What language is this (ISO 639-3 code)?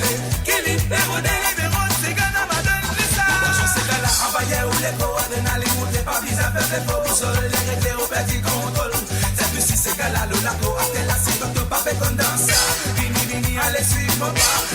mfe